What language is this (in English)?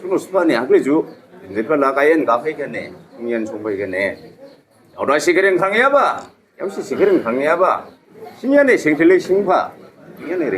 Dimasa